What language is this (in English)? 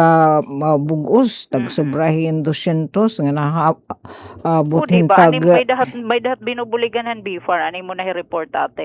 Waray